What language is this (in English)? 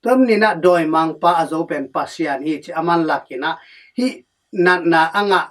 Tedim Chin